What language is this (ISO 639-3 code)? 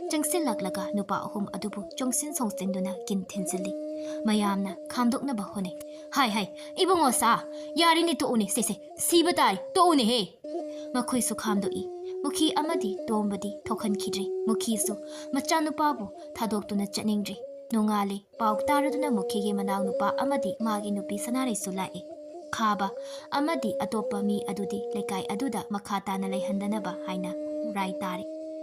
mni